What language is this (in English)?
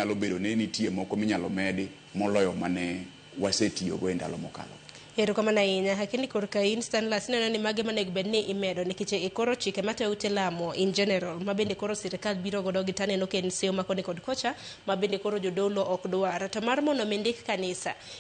Luo (Kenya and Tanzania)